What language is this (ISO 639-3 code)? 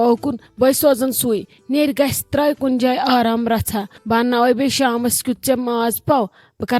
kas